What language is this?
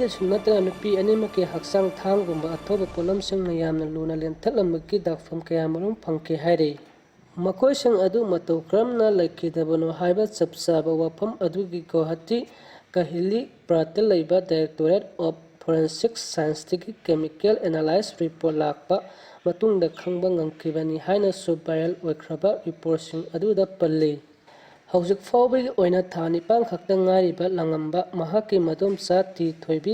Manipuri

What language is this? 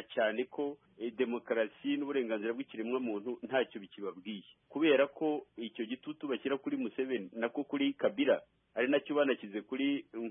Kinyarwanda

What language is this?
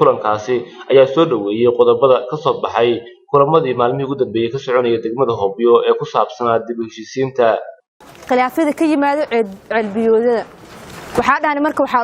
Somali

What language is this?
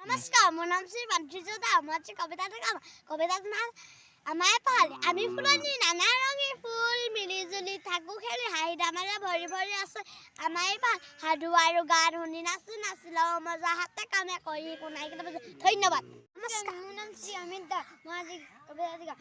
Assamese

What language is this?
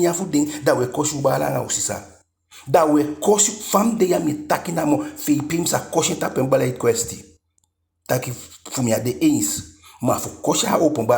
Eastern Maroon Creole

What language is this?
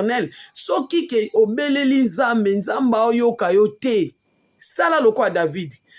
Lingala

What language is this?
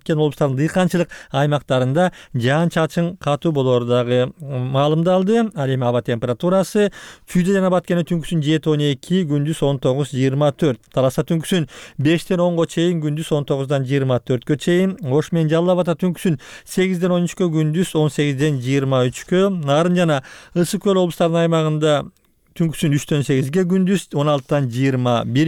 Kyrgyz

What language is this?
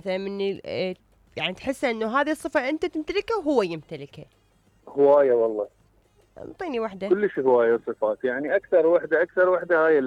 Mesopotamian Arabic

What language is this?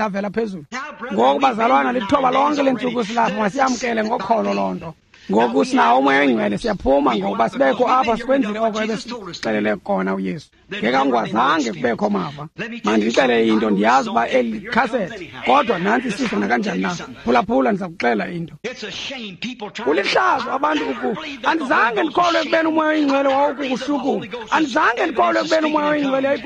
Xhosa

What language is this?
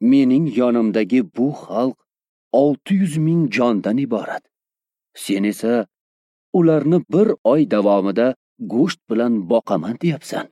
Uzbek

